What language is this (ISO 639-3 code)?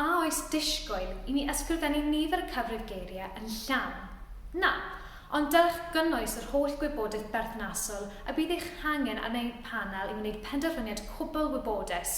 cym